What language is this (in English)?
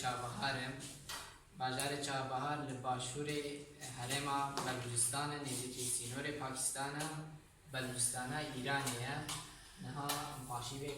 Kurdish